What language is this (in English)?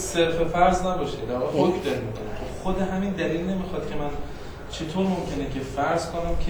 Persian